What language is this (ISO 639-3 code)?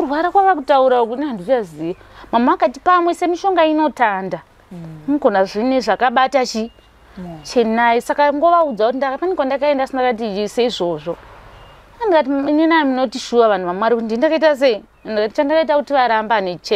sna